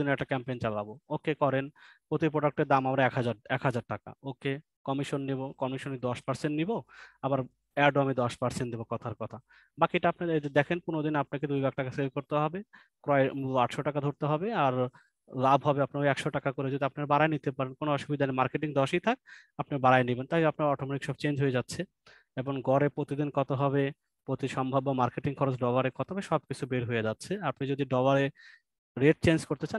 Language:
Bangla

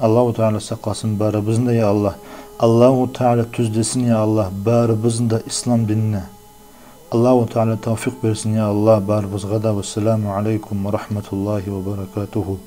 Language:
Kumyk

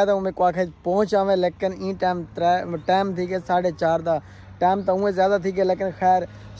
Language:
Saraiki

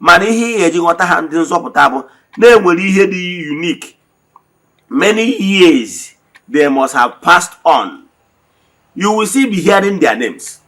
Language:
Igbo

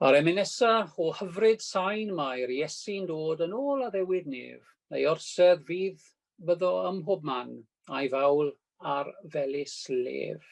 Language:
Welsh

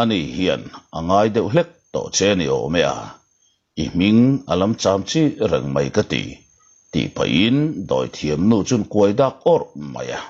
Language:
Mizo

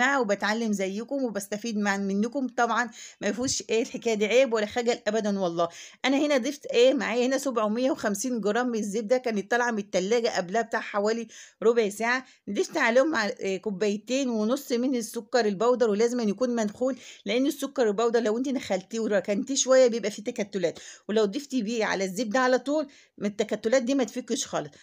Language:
Egyptian Arabic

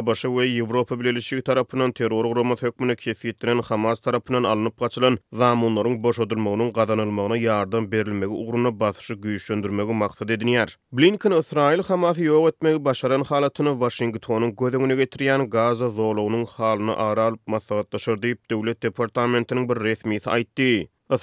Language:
Turkmen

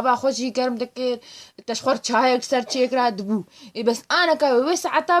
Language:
Kurdish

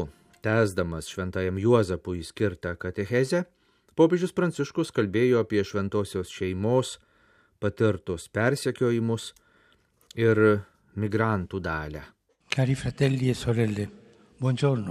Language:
Lithuanian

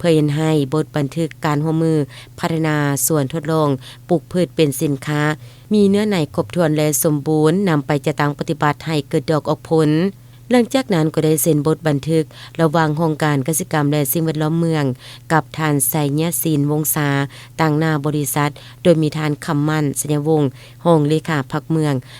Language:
Lao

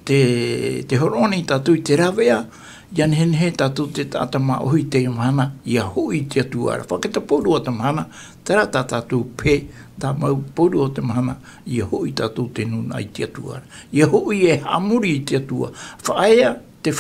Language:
Tahitian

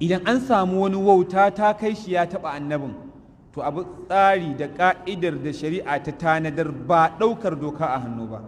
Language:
Hausa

